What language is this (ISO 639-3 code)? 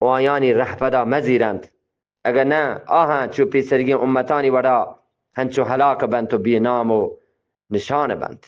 bgp